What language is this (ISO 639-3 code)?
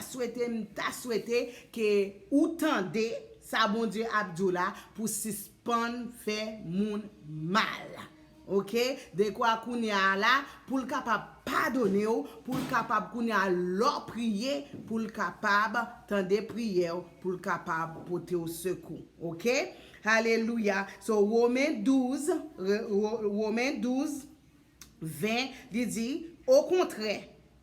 hat